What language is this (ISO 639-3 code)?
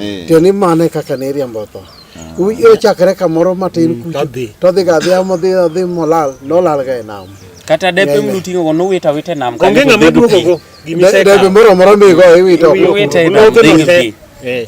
luo